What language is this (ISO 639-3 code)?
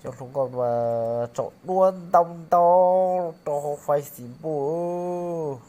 hmn